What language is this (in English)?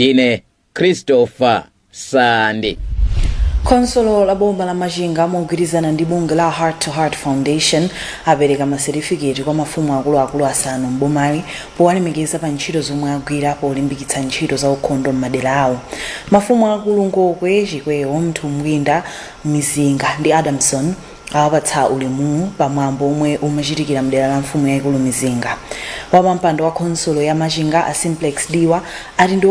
Nyanja